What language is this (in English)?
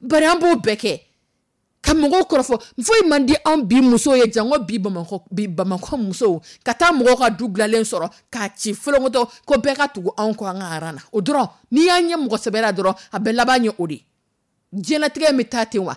Dyula